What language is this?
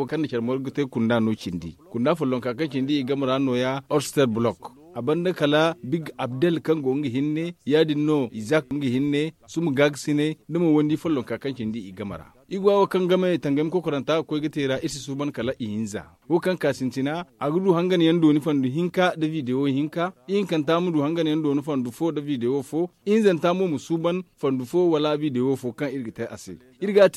Zarma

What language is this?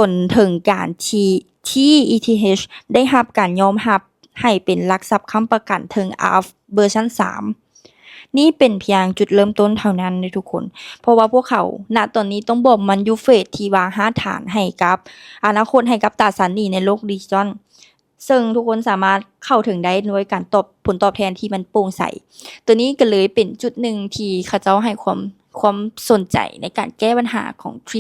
Lao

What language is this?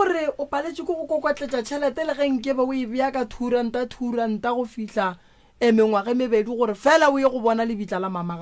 Northern Sotho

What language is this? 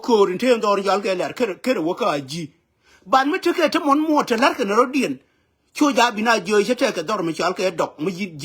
Nuer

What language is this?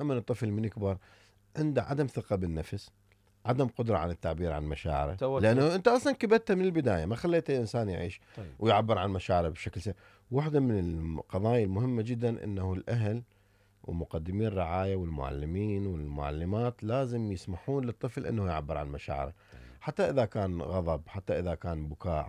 Mesopotamian Arabic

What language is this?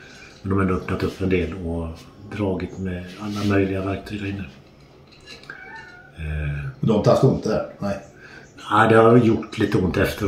Swedish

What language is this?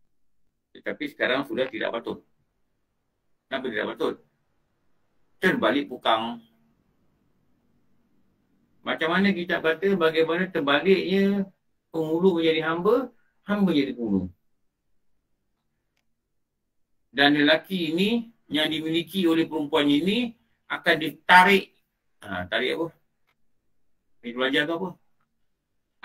Malay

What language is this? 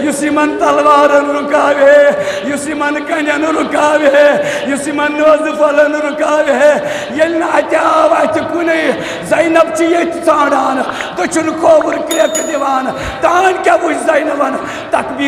Kashmiri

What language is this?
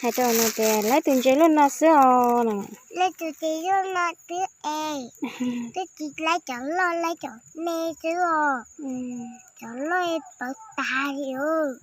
Hmong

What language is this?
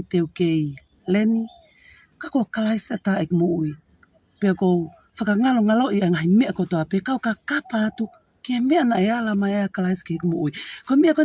Tongan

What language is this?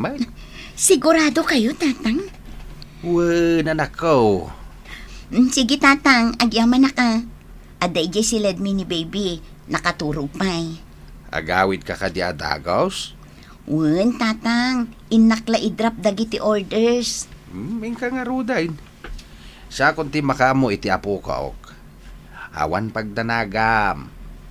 Iloko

